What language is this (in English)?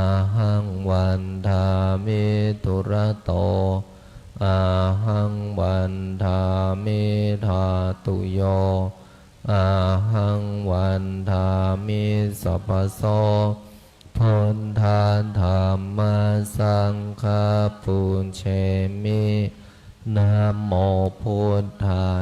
Pali